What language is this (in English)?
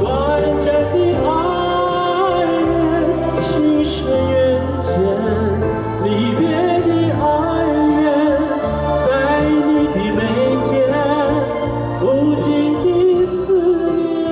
Chinese